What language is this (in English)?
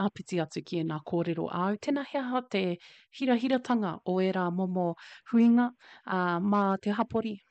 Māori